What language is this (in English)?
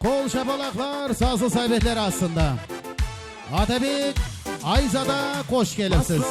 Kara-Kalpak